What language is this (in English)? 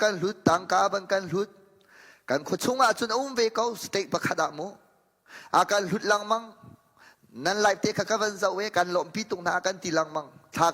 Hakha Chin